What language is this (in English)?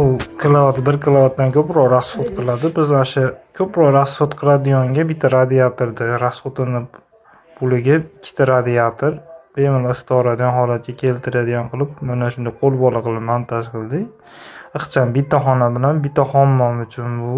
Uzbek